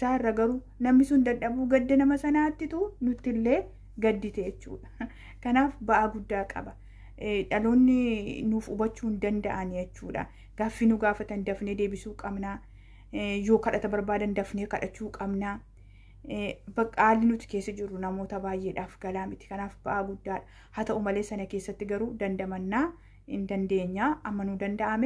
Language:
Oromo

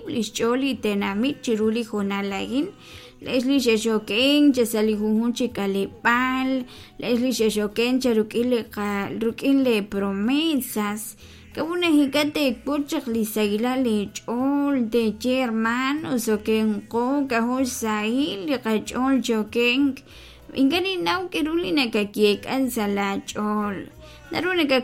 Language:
Kekchí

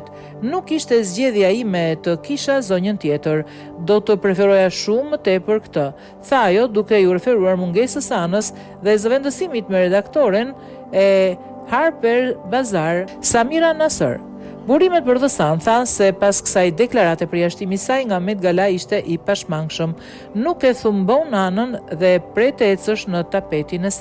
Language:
Albanian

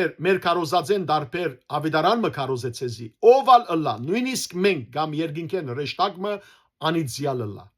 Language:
Western Armenian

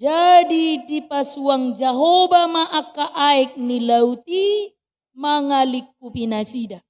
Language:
Batak Toba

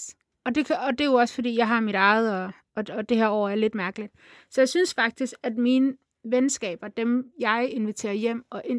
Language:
Danish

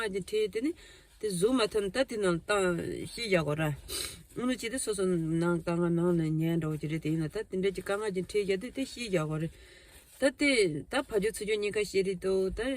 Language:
Tibetan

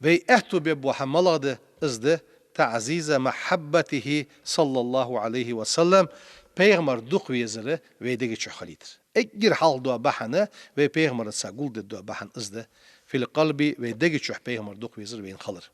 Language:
Ingush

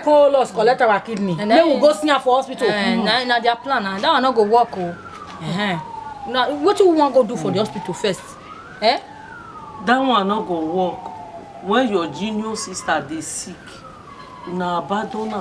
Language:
Nigerian Pidgin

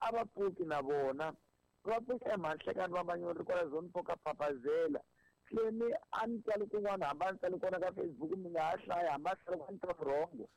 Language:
Tsonga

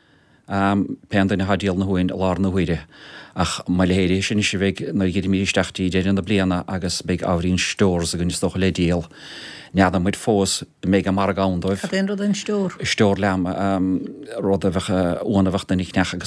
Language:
Irish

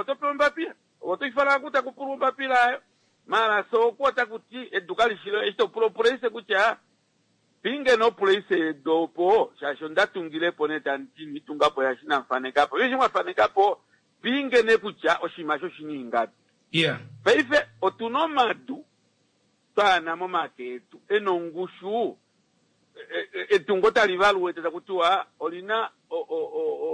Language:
Kuanyama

